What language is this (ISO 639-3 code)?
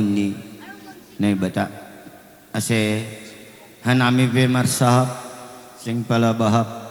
bts